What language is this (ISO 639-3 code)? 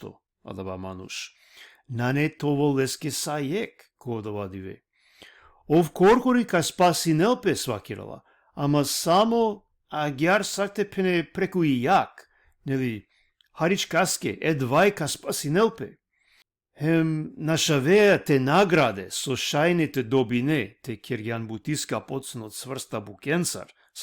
rmn